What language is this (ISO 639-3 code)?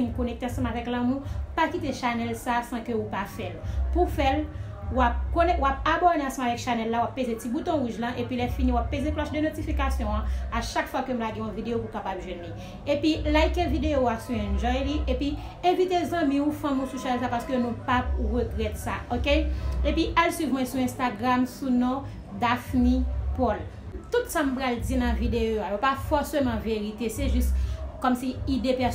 hat